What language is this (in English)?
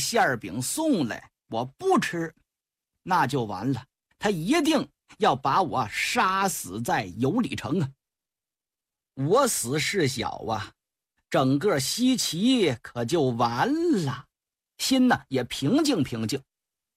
Chinese